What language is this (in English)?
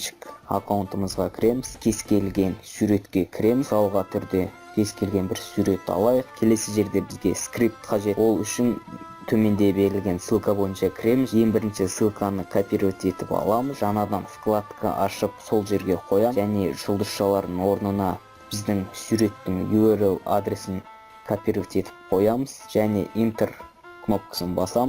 Kazakh